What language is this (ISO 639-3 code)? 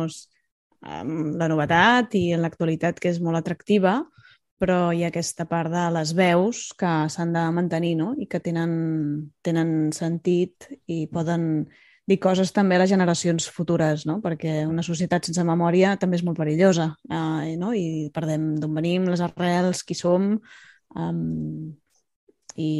cat